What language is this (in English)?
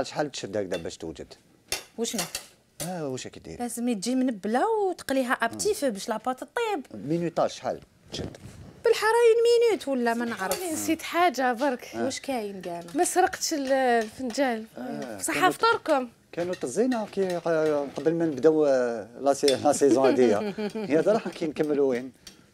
Algerian Arabic